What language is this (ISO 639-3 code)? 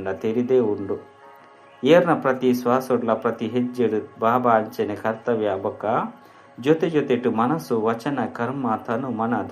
tcy